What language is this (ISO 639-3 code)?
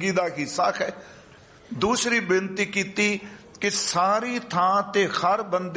pan